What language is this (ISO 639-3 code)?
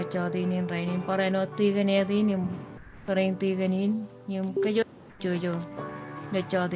mah